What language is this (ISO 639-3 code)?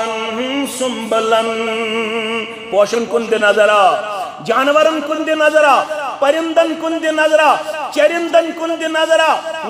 kas